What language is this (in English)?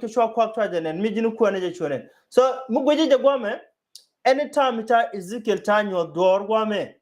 Nuer